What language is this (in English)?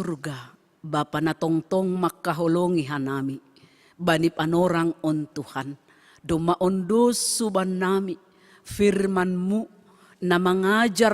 Batak Simalungun